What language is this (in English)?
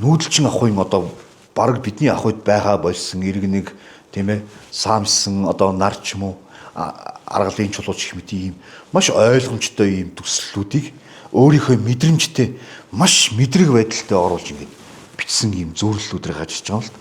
Mongolian